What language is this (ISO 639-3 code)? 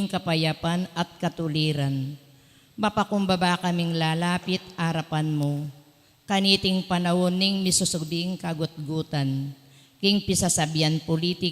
pam